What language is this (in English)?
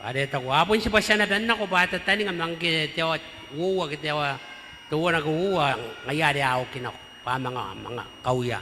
Gilbertese